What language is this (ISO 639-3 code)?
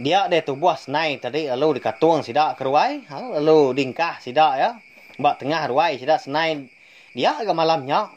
iba